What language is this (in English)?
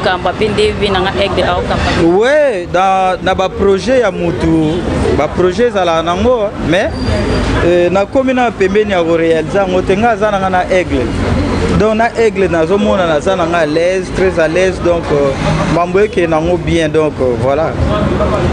Lingala